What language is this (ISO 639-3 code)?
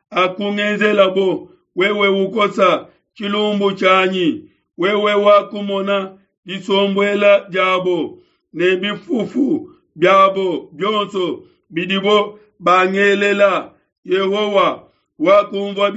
lua